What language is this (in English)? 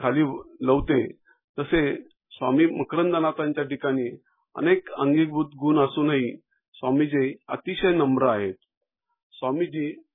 Marathi